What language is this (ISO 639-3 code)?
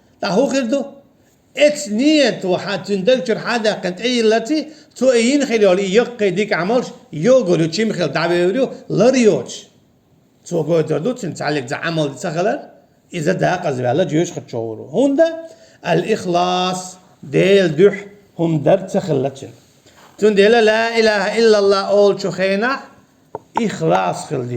che